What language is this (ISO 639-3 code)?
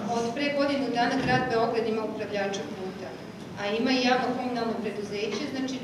srp